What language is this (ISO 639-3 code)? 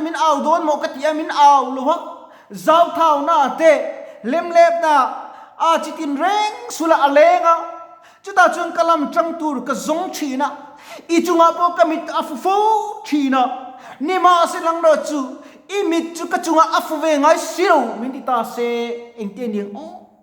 lus